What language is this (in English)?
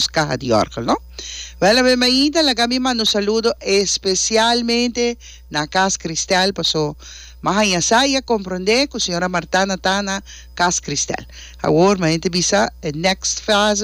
Papiamento